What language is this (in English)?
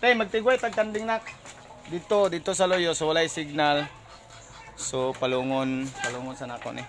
Cebuano